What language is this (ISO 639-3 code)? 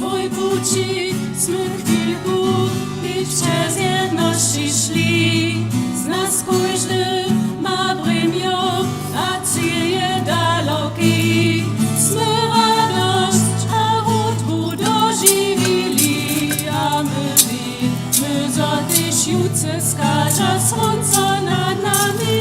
hsb